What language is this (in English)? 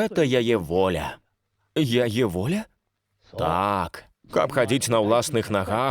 Belarusian